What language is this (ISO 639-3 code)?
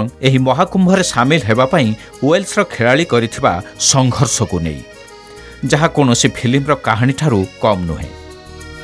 ori